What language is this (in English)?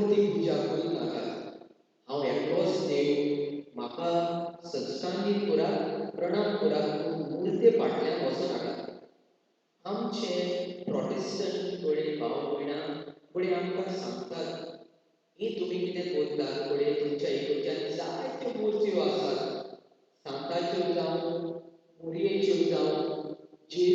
Konkani